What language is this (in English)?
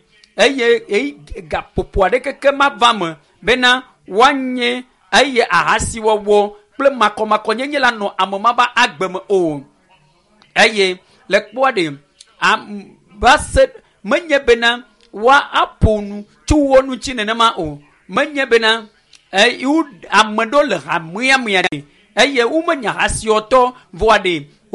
Ewe